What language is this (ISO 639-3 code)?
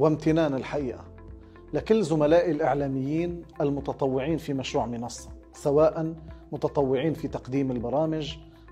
apc